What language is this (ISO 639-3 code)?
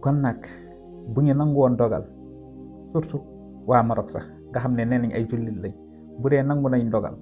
wol